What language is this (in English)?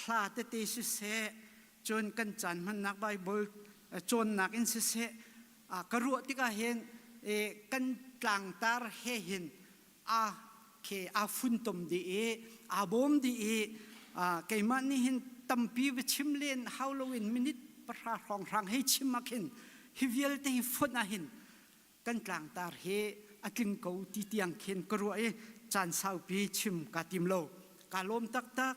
Hakha Chin